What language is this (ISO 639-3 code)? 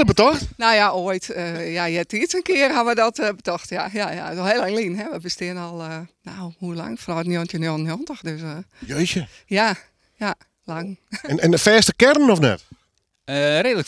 nld